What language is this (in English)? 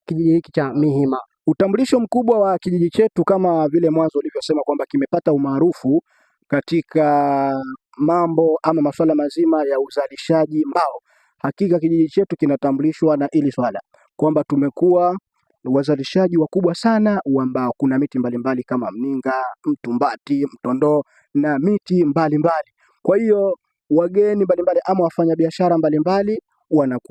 Swahili